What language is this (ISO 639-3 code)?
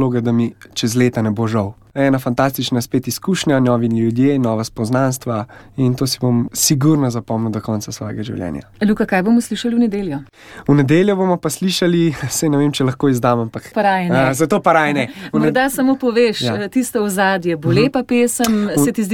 slv